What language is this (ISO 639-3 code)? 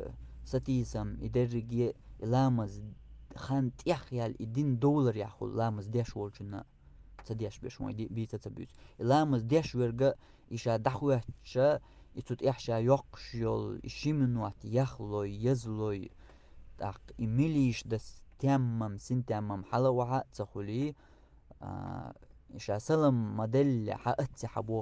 che